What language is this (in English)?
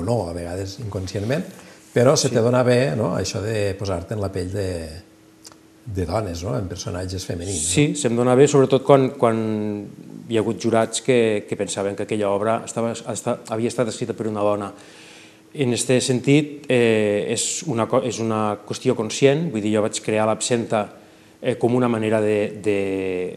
Catalan